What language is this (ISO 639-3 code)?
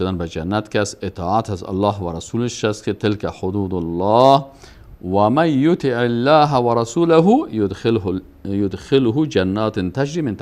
fas